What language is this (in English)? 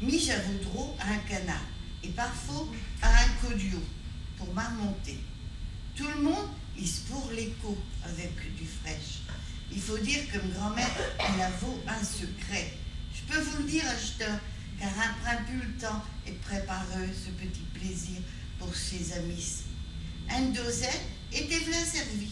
Picard